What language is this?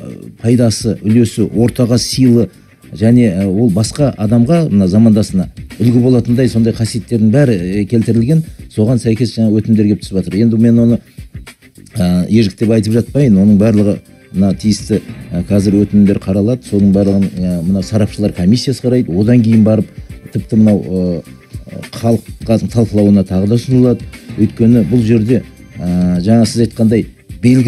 Kazakh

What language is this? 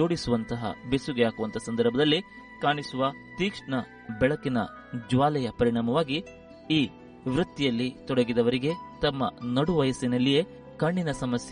Kannada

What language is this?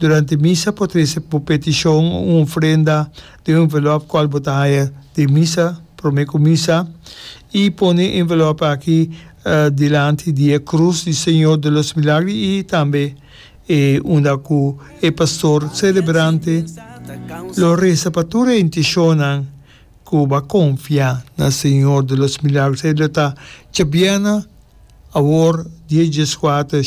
Papiamento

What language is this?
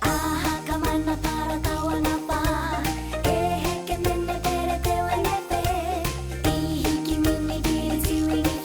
Māori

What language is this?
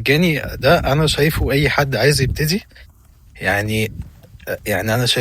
Egyptian Arabic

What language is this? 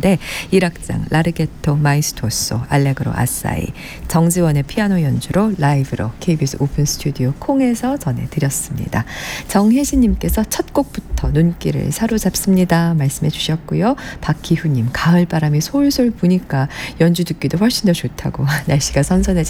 Korean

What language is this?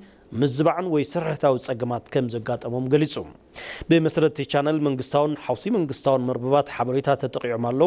Tigrinya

